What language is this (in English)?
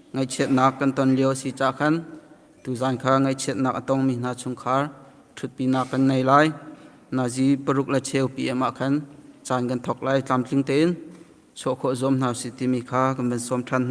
Hakha Chin